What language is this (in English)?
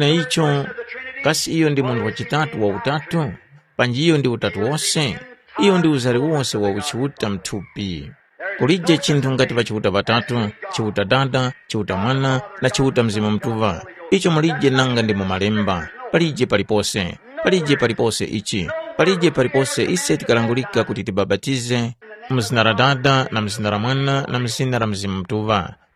Tumbuka